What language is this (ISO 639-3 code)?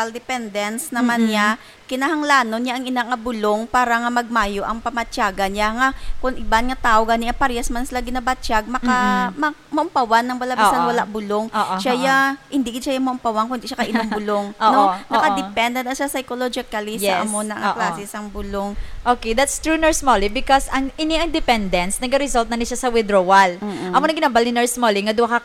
hil